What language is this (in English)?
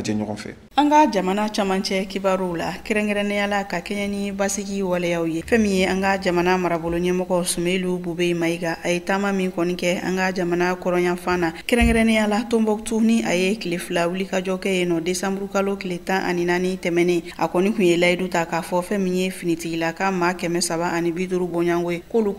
Bambara